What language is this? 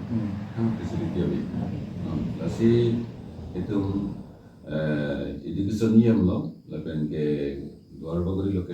Karbi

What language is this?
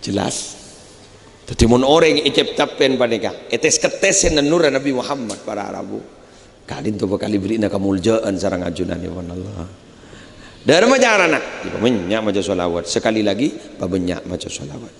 Madurese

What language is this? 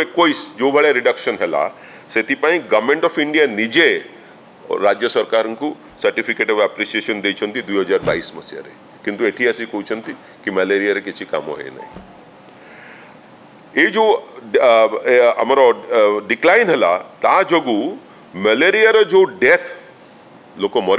Odia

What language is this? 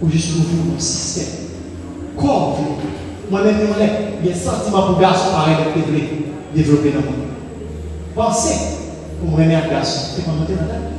Haitian Creole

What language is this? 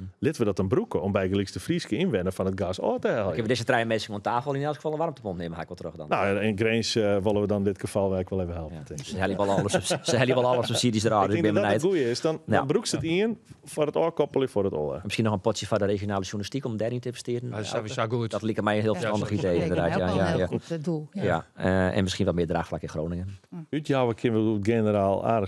Western Frisian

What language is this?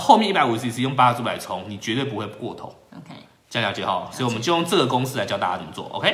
Chinese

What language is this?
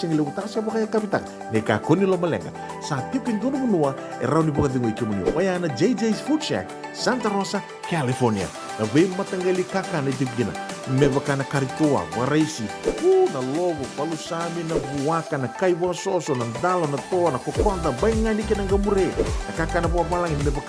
Fijian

